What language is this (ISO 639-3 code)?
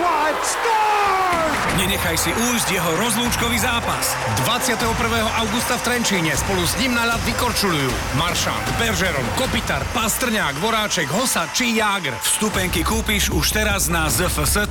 slk